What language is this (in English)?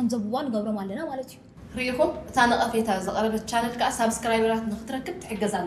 Tigrinya